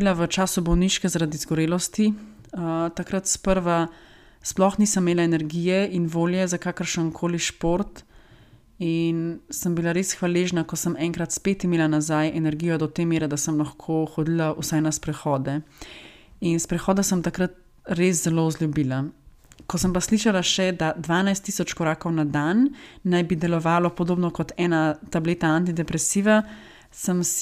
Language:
Slovenian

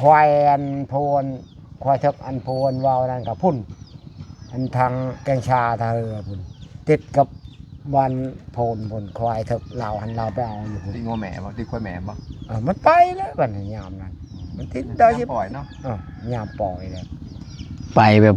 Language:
Northeastern Thai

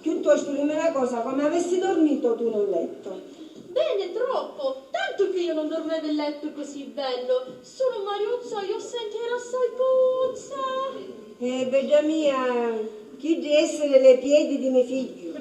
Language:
Sicilian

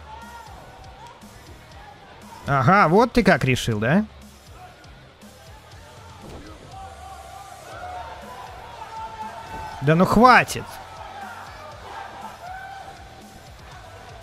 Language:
Russian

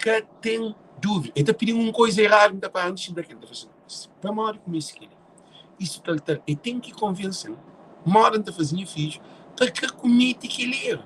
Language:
Kabuverdianu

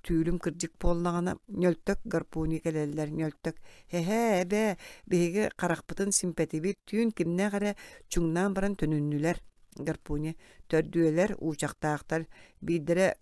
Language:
Yakut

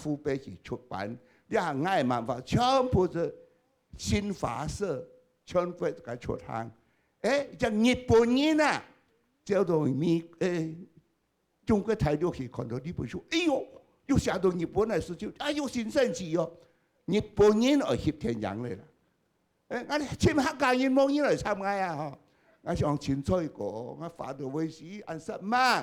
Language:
Hakka Chinese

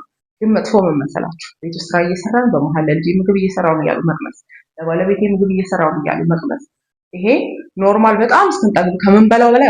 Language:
Amharic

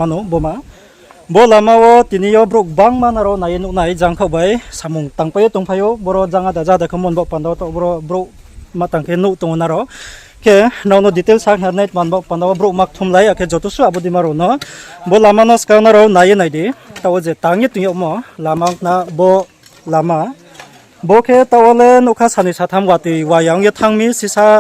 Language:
Riang (India)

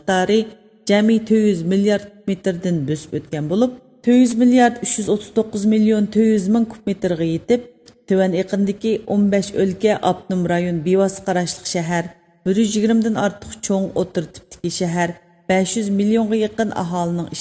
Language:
Uyghur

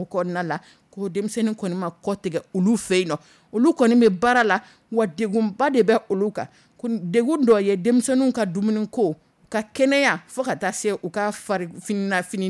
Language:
Dyula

